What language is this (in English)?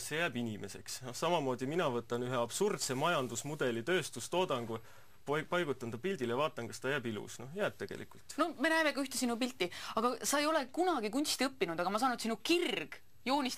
Estonian